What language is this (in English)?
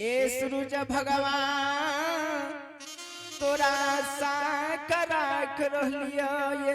Angika